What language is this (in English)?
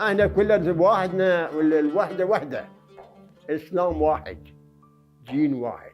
Mesopotamian Arabic